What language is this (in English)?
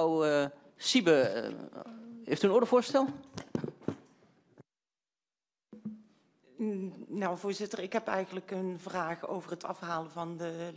Dutch